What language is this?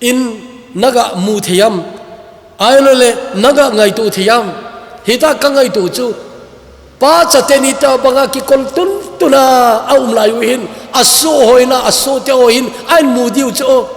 Thado Chin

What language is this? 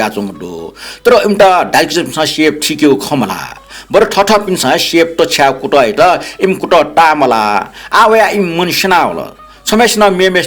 Newari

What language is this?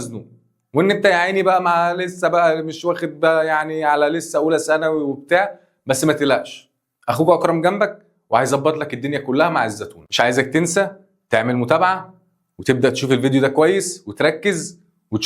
Egyptian Arabic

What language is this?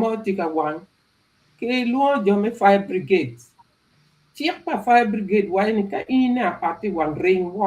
Acoli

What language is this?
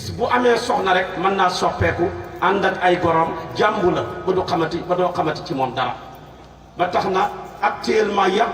Wolof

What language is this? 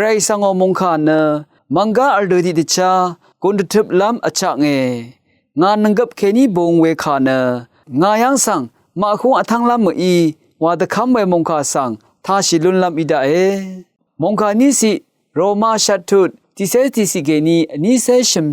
Rawang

